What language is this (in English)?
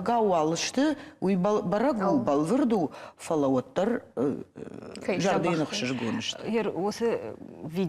Ossetic